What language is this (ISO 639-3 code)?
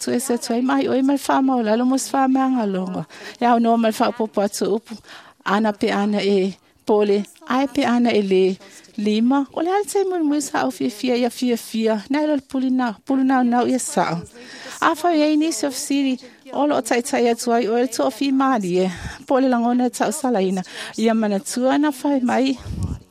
smo